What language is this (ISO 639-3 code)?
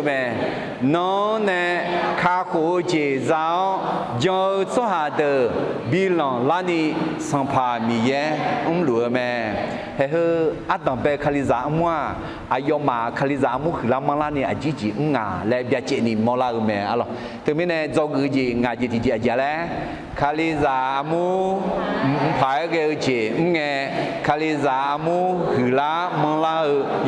ahk